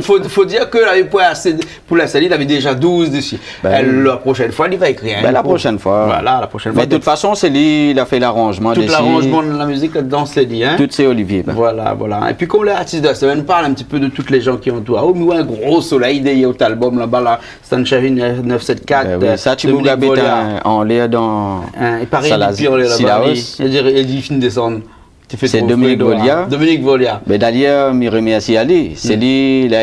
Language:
Réunion Creole French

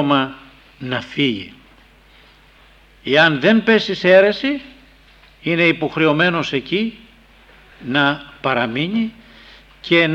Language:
Greek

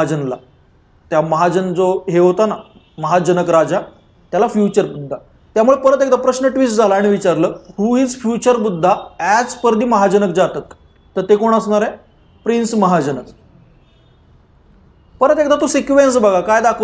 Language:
Marathi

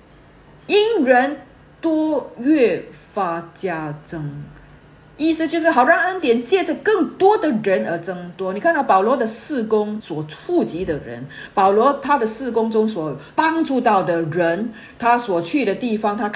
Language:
Chinese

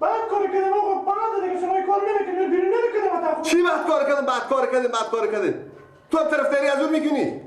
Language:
Persian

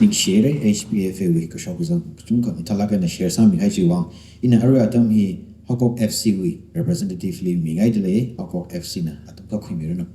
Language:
Tangkhul Naga (India)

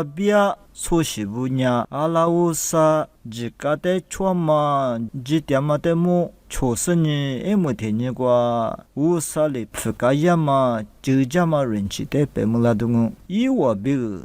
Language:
Lisu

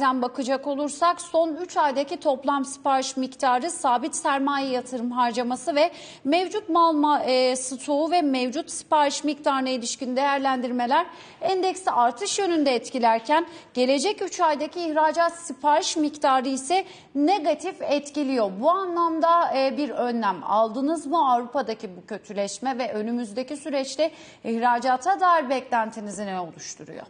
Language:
Turkish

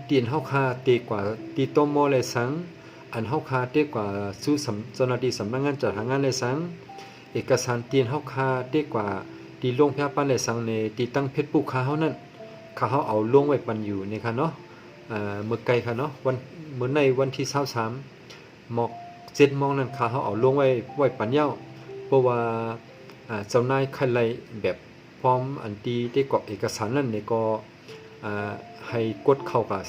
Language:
Shan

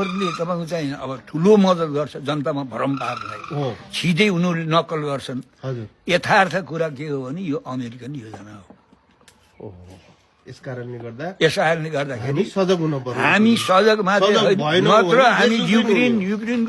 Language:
Nepali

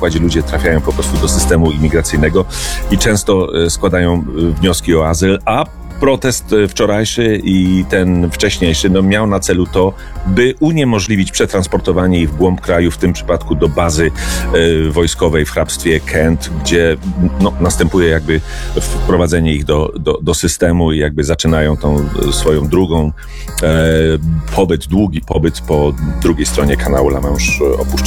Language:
Polish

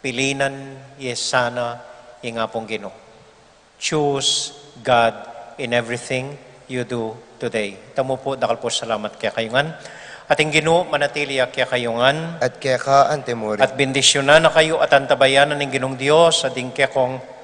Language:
Pampanga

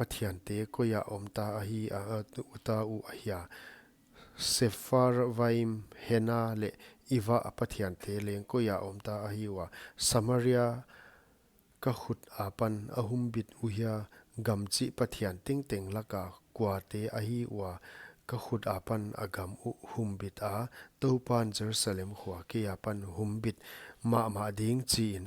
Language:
Paite Chin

